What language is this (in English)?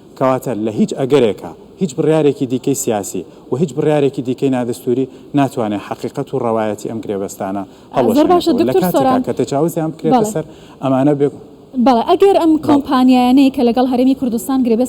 Central Kurdish